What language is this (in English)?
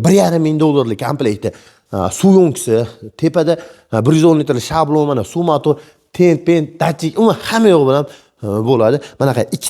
Uzbek